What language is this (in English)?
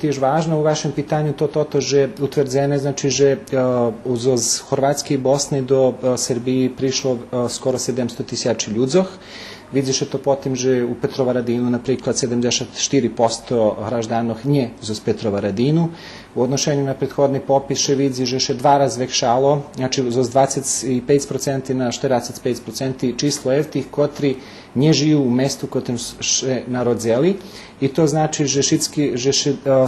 Rusyn